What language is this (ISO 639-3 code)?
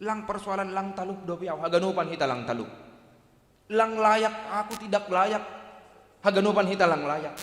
bts